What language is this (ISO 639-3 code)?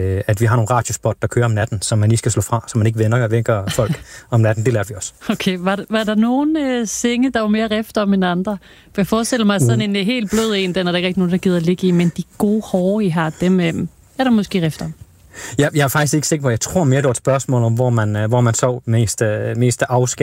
dan